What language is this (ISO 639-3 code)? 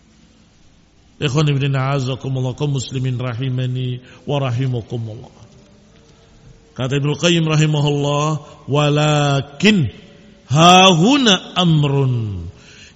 ind